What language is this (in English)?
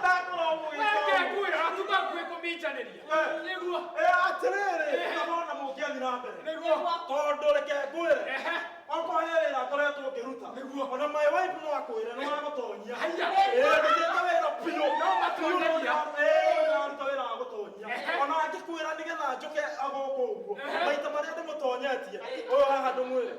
Kikuyu